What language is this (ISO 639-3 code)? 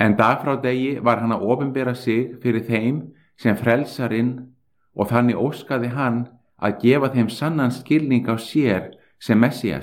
isl